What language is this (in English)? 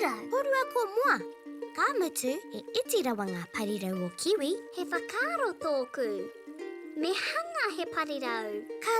Māori